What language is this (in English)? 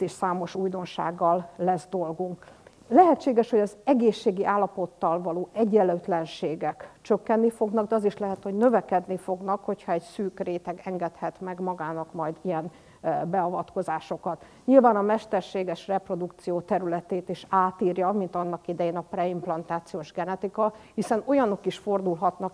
Hungarian